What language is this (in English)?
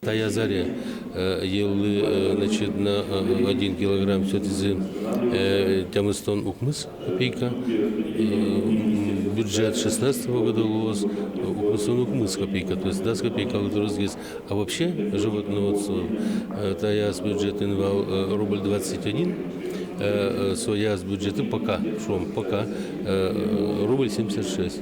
Udmurt